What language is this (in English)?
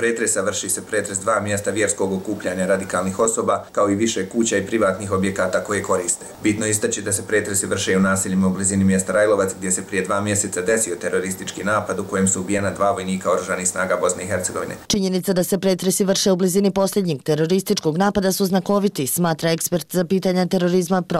Bosnian